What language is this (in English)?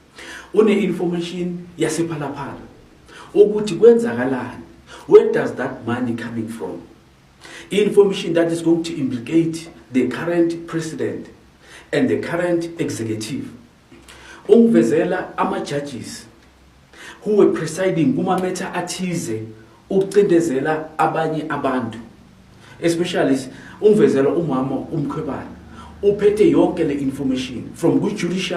Zulu